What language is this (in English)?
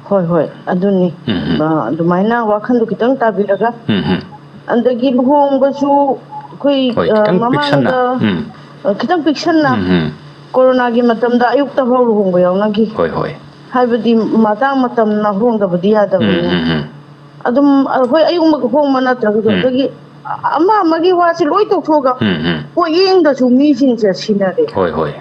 Manipuri